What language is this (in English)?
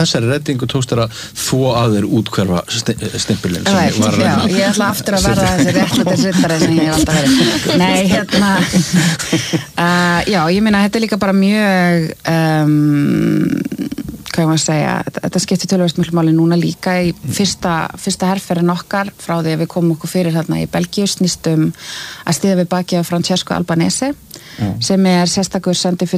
Icelandic